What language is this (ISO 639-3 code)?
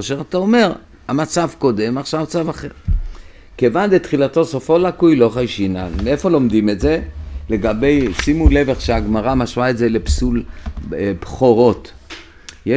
heb